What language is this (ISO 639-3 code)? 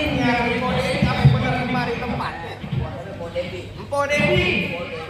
bew